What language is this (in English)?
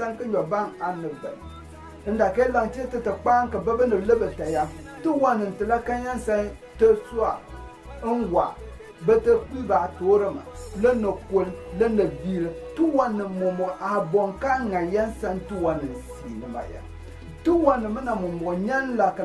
Konkomba